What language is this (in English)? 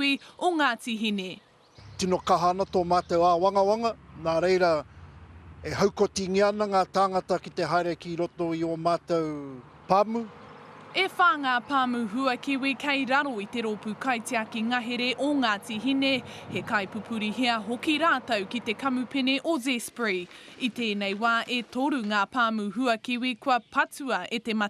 Māori